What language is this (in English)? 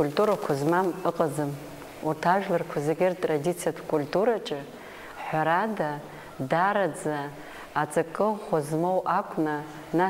Abkhazian